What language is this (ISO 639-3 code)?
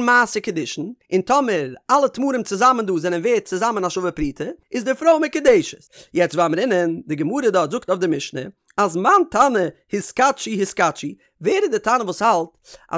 yid